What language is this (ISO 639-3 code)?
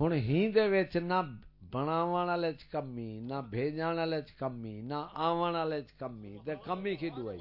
skr